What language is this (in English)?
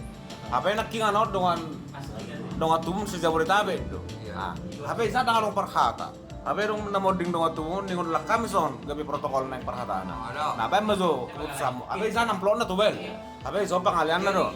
Batak Toba